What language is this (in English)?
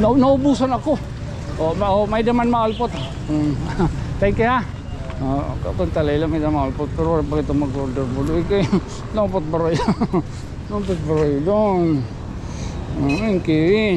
Waray